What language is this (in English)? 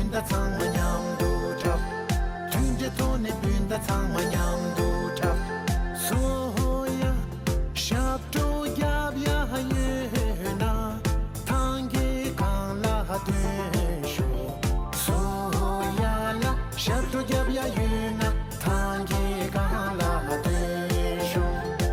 Tibetan